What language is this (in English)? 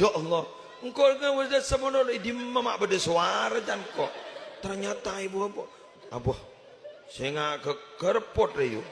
Madurese